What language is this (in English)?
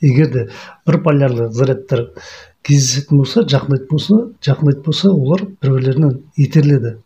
Kazakh